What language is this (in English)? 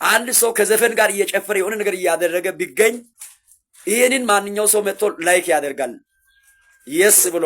Amharic